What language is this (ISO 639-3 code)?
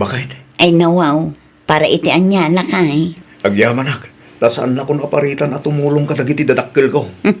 ilo